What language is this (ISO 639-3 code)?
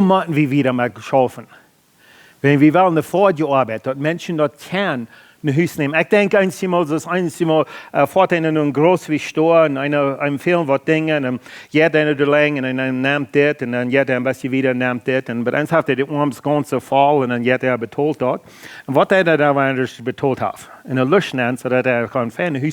pdt